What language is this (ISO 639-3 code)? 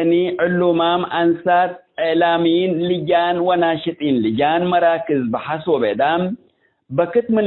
tig